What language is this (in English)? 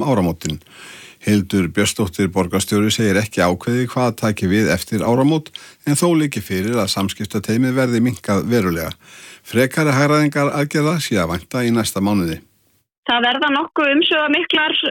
Icelandic